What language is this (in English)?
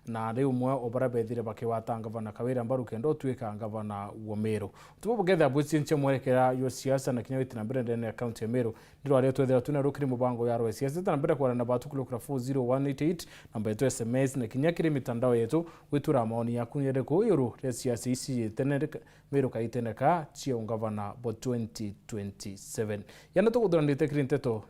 Meru